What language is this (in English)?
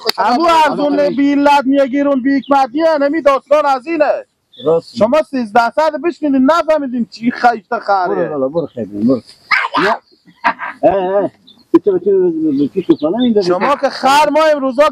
Persian